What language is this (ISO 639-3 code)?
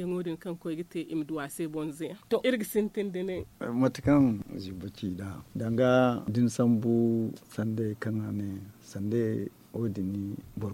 dje